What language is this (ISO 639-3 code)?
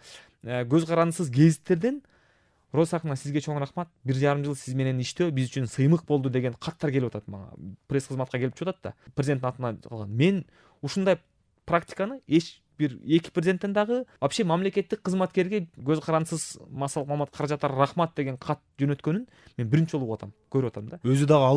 kir